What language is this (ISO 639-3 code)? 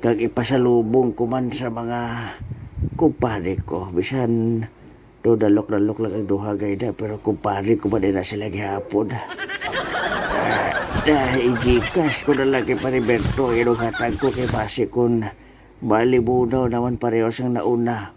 hil